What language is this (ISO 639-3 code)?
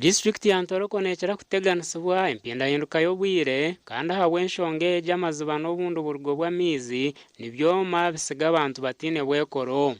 nyn